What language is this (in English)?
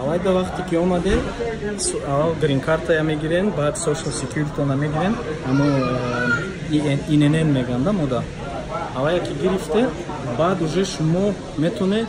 Tajik